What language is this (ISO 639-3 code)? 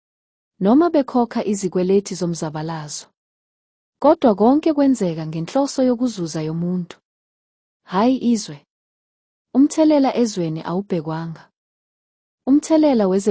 zul